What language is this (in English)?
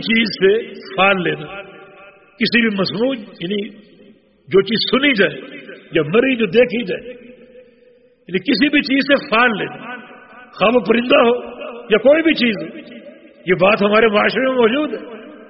Urdu